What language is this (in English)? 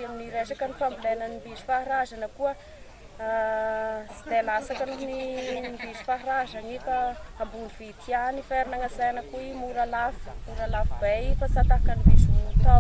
Malagasy